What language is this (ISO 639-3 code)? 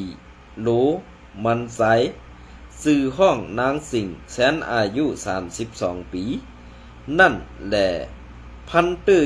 shn